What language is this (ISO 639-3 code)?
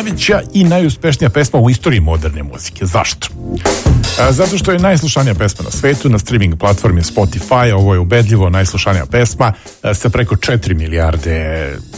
srp